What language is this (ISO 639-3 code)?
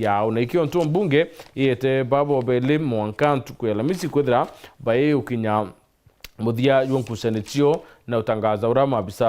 mer